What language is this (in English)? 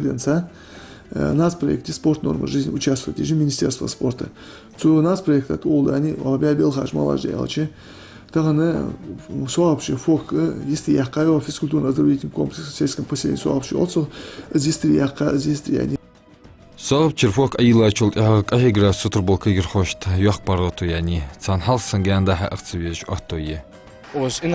Ingush